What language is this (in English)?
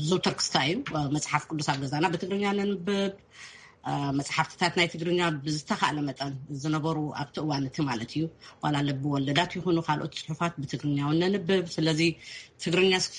Tigrinya